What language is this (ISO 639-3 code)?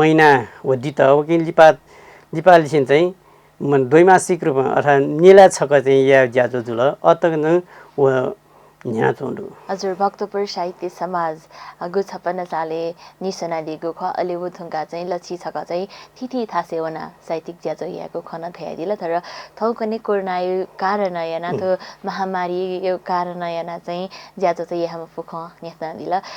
new